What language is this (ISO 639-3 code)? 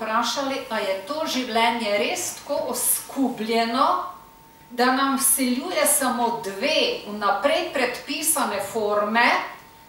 slv